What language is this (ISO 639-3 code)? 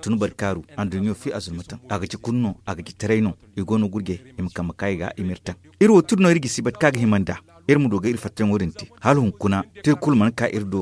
dje